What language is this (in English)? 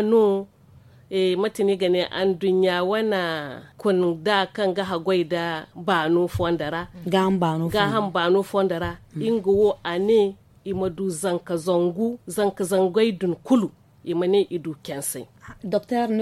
Zarma